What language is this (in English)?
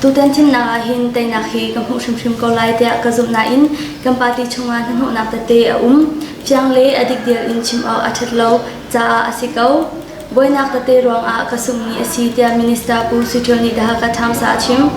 Hakha Chin